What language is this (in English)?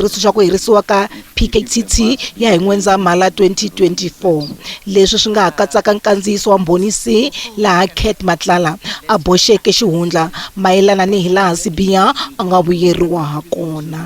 Tsonga